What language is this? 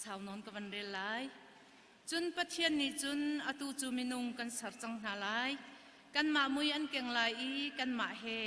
Hakha Chin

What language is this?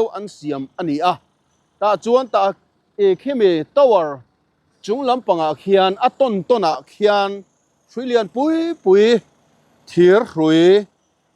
Mizo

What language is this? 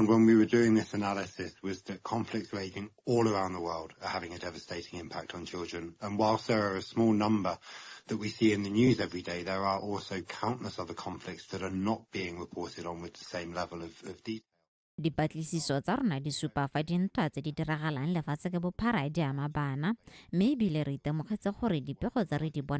Tswana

